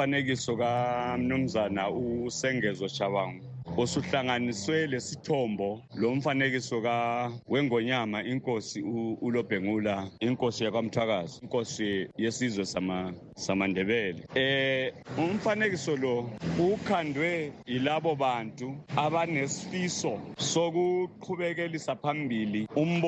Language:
North Ndebele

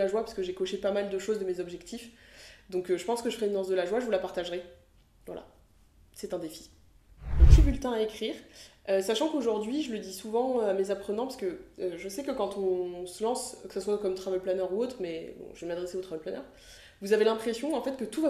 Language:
French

